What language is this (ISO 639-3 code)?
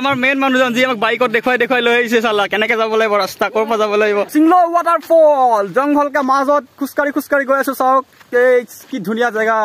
asm